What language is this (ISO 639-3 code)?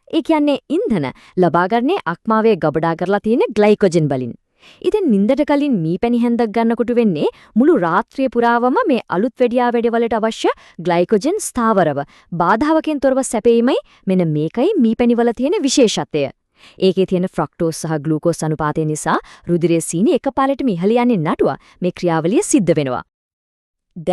sin